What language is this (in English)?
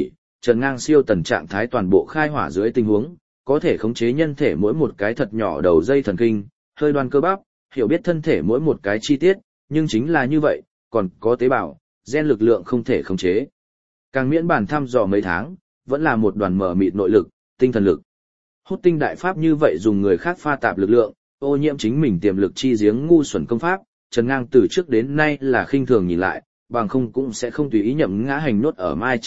Vietnamese